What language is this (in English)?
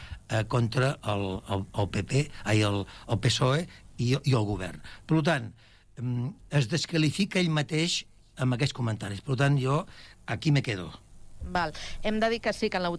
Catalan